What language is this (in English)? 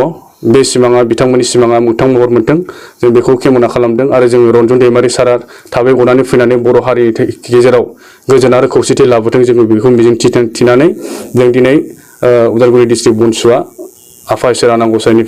Bodo